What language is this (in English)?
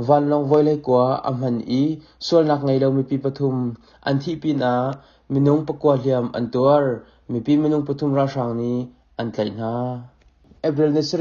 Hakha Chin